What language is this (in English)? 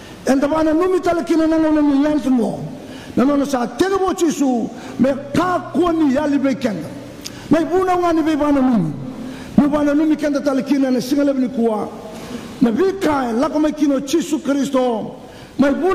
Fijian